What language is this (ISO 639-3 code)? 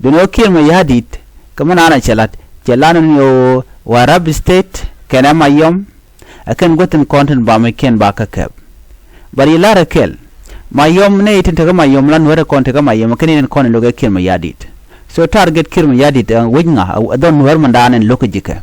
nus